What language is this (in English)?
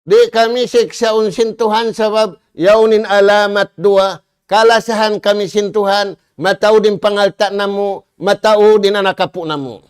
Tausug